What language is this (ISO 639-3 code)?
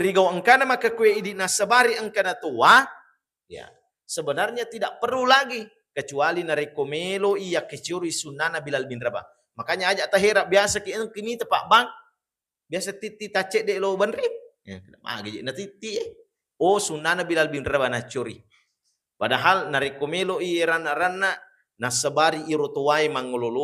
bug